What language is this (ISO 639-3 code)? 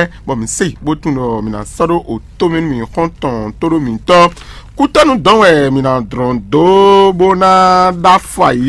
fon